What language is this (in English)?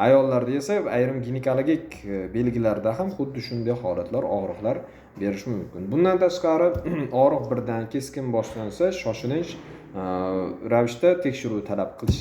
Uzbek